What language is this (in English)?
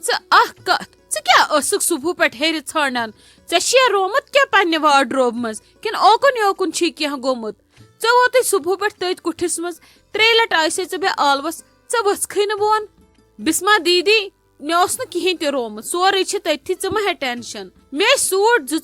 Kashmiri